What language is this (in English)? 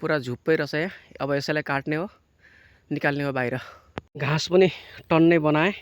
Nepali